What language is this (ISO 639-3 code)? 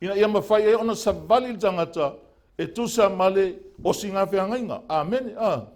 smo